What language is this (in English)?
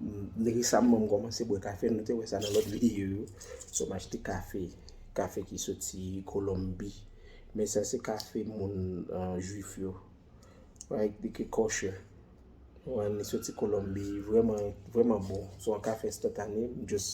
Haitian Creole